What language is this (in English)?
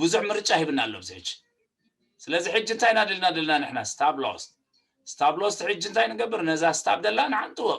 Tigrinya